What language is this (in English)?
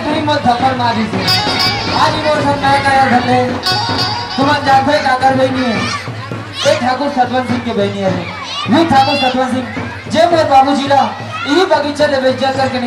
Chhattisgarhi